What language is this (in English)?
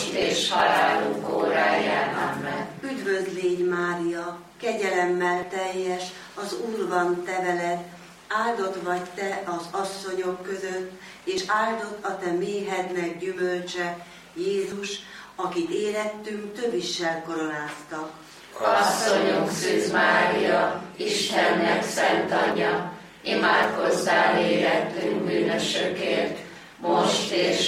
Hungarian